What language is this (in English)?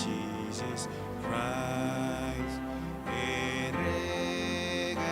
Marshallese